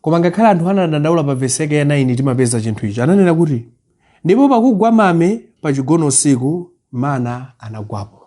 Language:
Nyanja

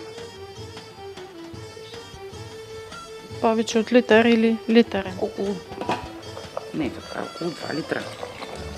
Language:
Bulgarian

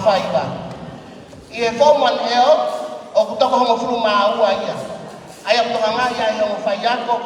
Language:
Tongan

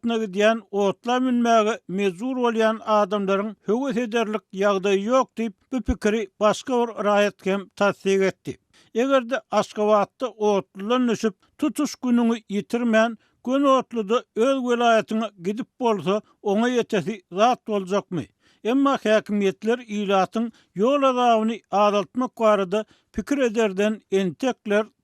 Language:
Turkmen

